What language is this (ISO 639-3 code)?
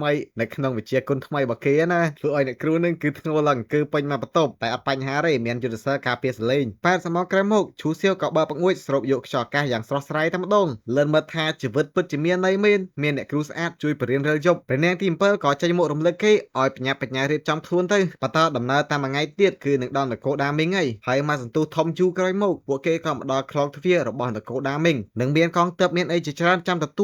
khm